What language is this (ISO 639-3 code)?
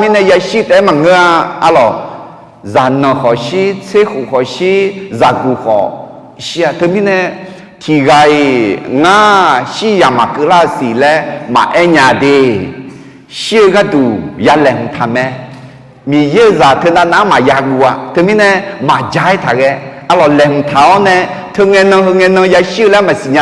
ahk